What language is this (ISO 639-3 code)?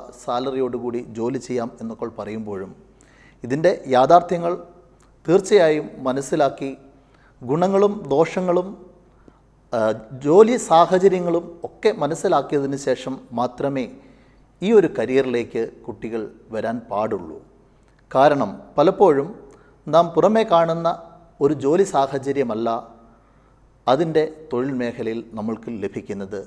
mal